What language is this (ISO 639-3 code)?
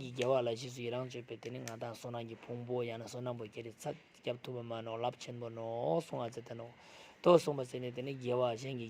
lbj